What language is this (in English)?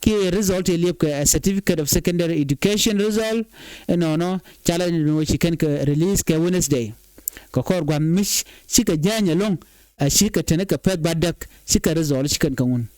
Nuer